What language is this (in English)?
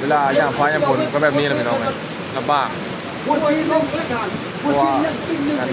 Northeastern Thai